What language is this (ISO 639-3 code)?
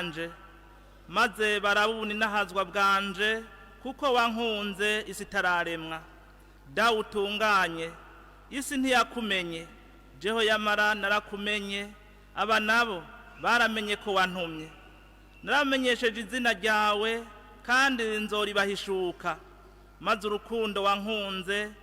run